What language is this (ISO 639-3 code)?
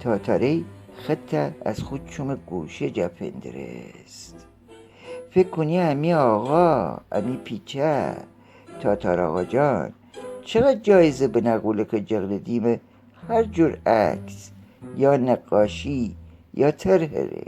glk